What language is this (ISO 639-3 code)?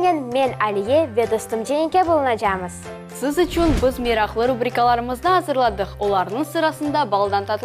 crh